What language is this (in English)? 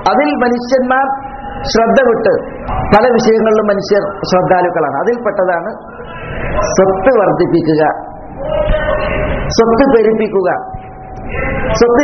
Malayalam